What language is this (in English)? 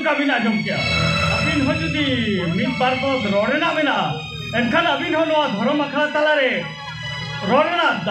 Santali